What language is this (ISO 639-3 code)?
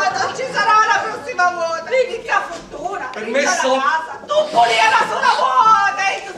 scn